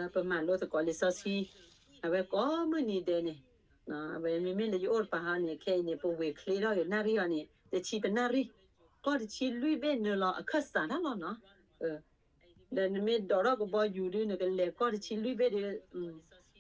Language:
S'gaw Karen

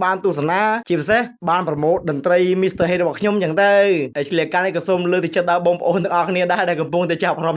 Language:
Khmer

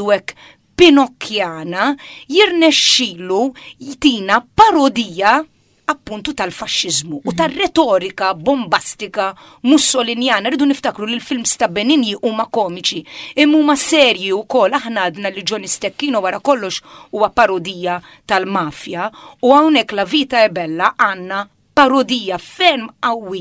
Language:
Maltese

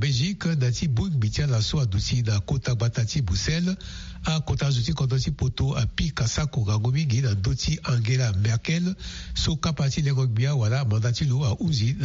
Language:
Sango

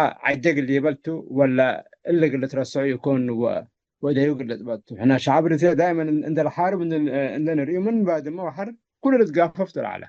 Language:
Tigre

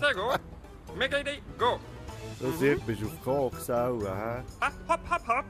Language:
Swiss German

